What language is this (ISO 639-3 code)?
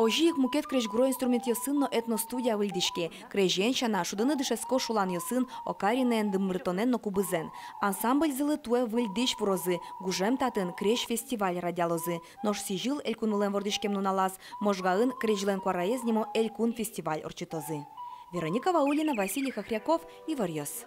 udm